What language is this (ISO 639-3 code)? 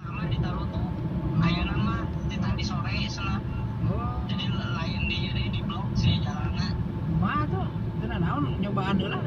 sun